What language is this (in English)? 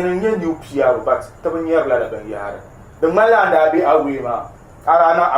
Dagbani